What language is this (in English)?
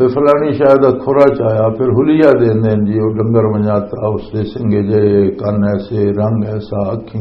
Western Panjabi